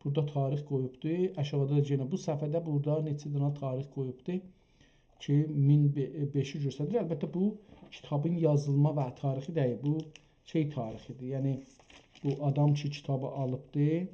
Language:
South Azerbaijani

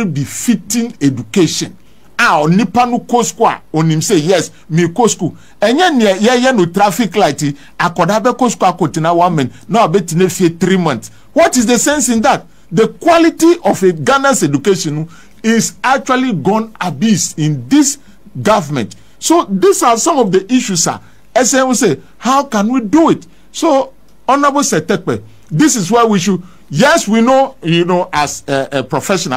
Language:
Akan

